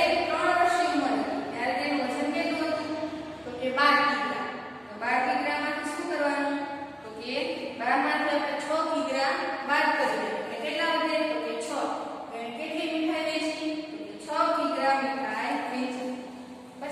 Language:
Gujarati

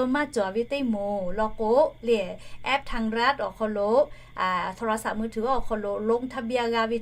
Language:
Lahu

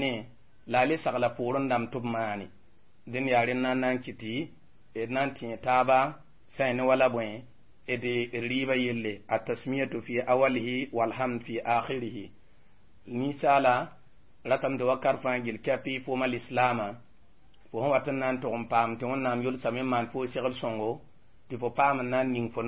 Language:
Mossi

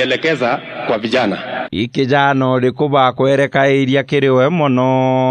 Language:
Meru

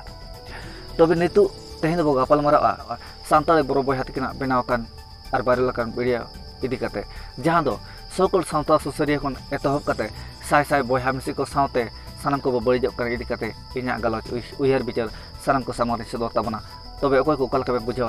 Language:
Santali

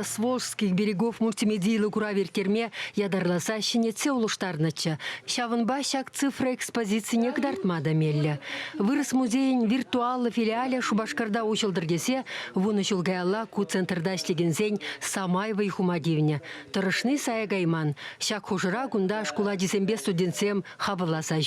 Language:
Chuvash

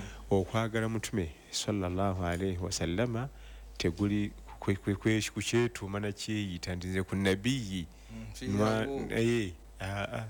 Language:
Ganda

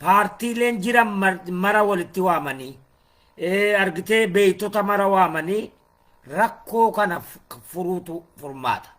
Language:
Oromo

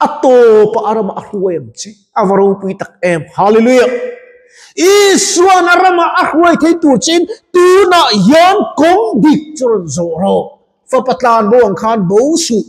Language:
Mizo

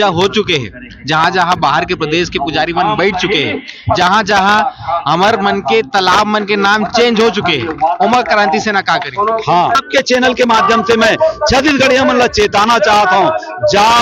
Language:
Chhattisgarhi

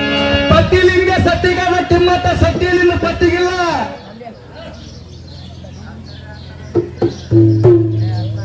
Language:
Kannada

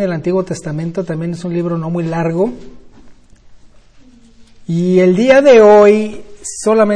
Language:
Spanish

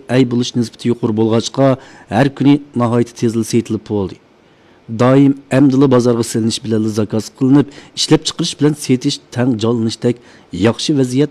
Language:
Uyghur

